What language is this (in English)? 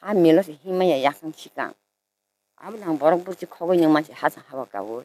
Kok Borok